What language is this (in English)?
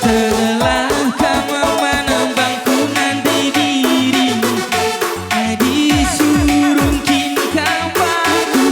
Batak Karo